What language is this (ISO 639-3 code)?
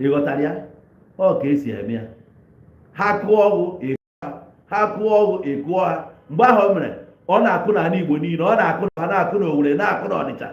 ibo